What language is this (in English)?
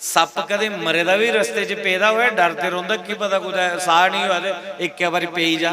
Dogri